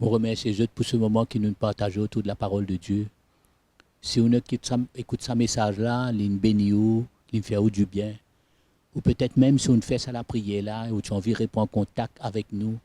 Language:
Morisyen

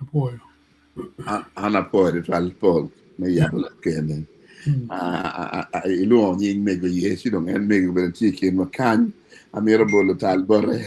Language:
Acoli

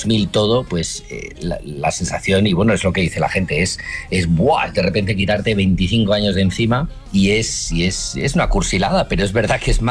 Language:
Spanish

